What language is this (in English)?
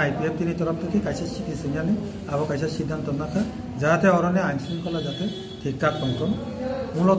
Kok Borok